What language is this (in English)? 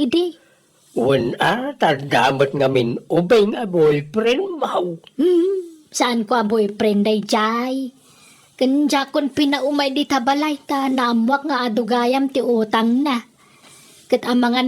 Iloko